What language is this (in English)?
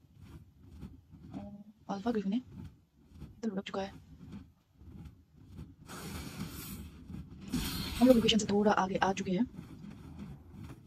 Hindi